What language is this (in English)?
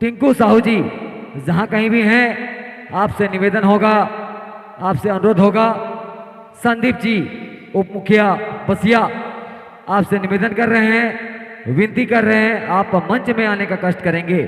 Sadri